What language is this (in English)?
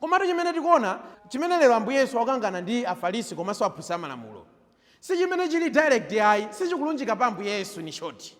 Nyanja